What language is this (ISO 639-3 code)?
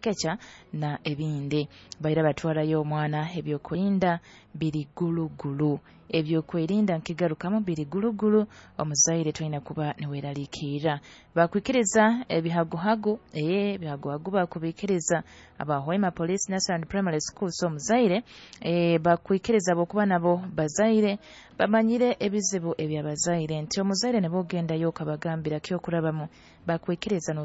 nyo